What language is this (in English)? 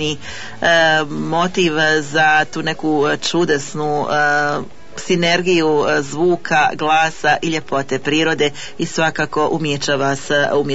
Bosnian